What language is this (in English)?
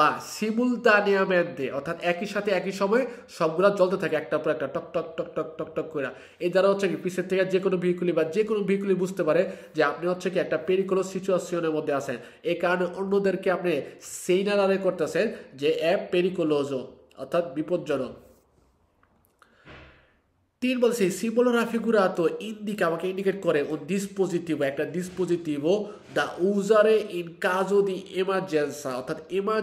Bangla